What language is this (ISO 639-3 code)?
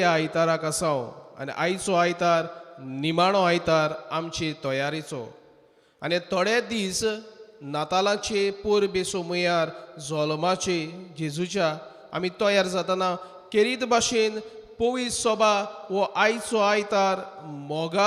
kok